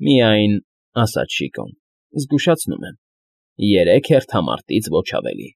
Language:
Armenian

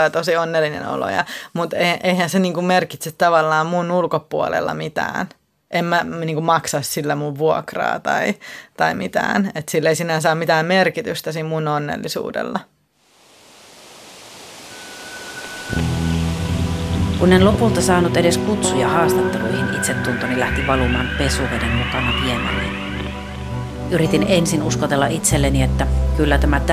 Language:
Finnish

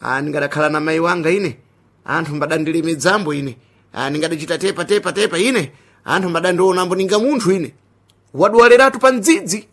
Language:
Sena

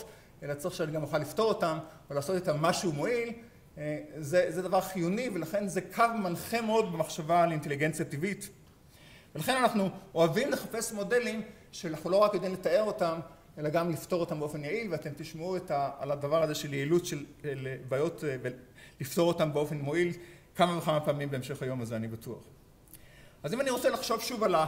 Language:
Hebrew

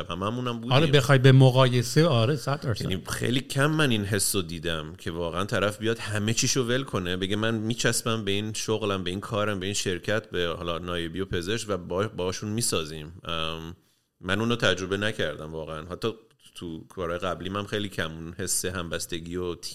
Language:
Persian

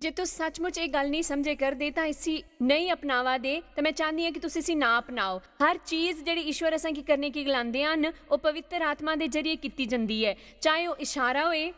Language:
Dogri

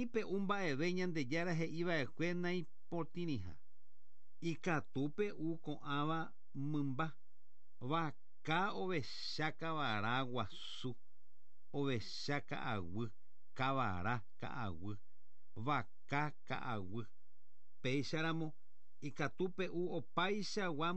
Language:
Guarani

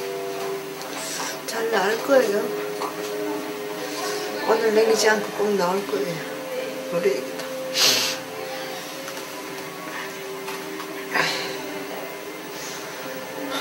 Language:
Korean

